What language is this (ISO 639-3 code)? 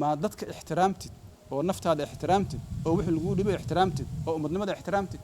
som